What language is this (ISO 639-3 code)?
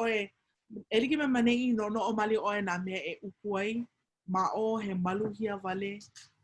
haw